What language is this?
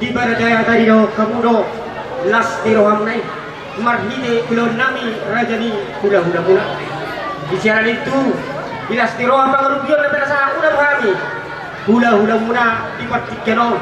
Batak Toba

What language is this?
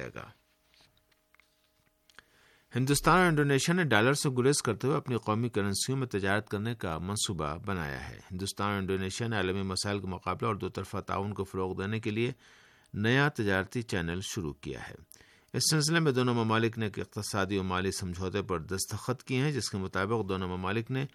Urdu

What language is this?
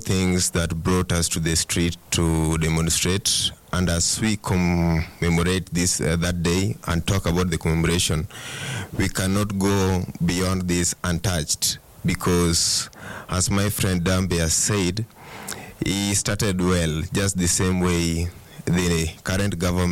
Swahili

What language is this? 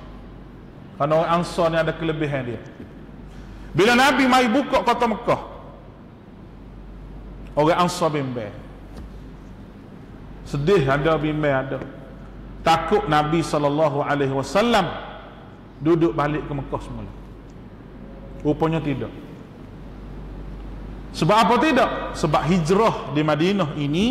Malay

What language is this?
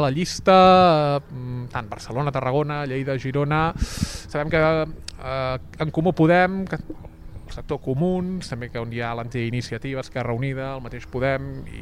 Catalan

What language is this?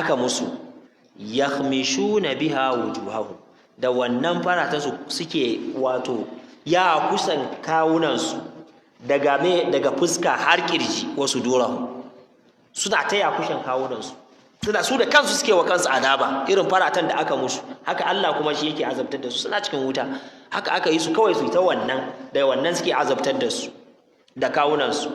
Hausa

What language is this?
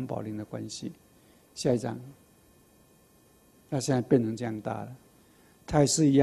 Chinese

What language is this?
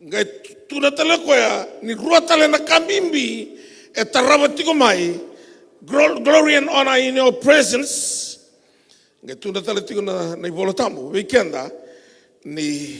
Fijian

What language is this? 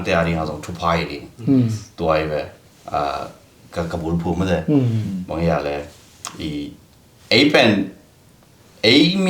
Tedim Chin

